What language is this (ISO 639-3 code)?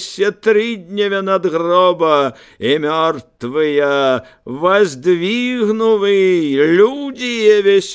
bel